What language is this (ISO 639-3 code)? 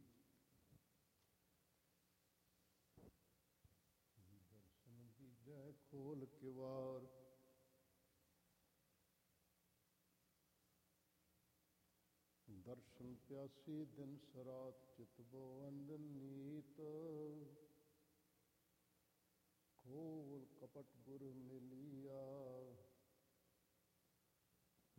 pan